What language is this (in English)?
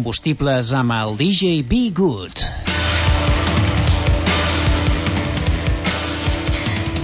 Catalan